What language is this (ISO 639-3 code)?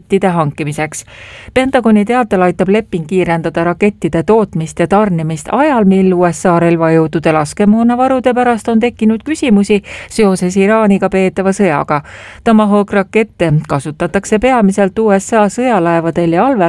est